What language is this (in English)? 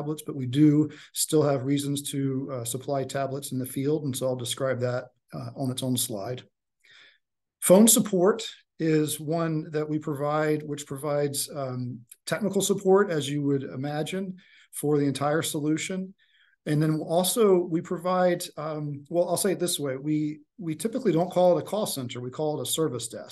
English